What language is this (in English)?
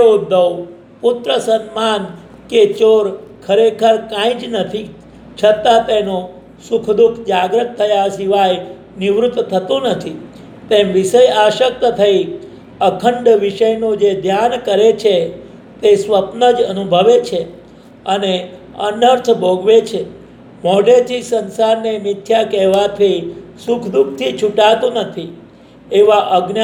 Gujarati